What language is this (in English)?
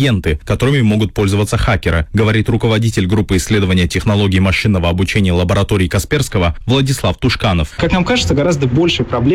Russian